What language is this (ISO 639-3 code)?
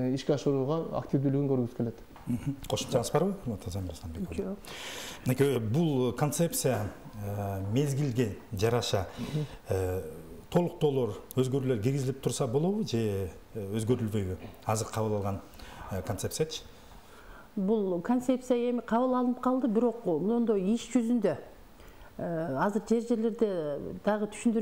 kir